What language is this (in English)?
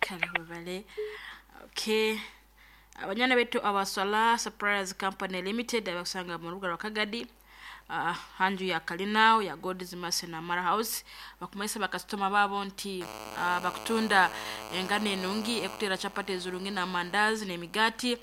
Nyoro